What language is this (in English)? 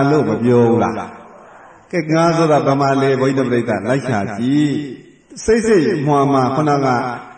Burmese